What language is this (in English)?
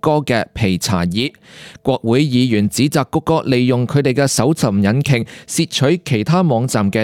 Cantonese